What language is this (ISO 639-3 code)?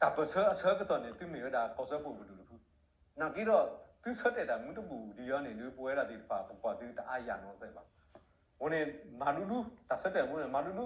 ksw